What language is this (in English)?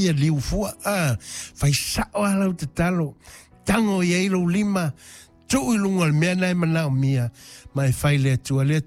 Samoan